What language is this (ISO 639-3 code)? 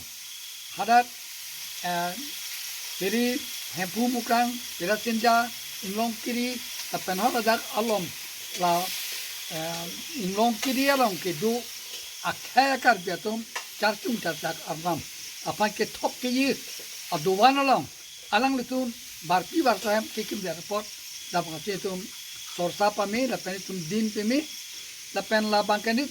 mjw